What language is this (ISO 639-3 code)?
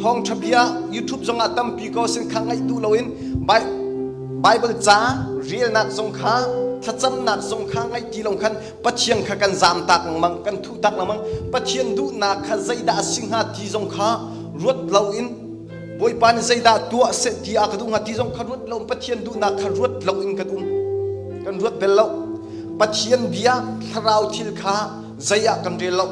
cnh